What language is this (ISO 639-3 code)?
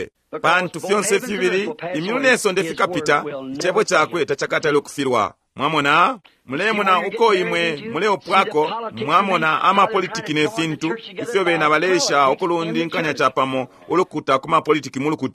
bem